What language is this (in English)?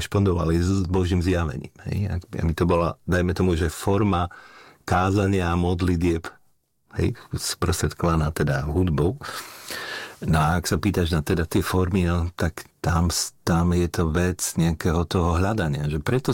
Slovak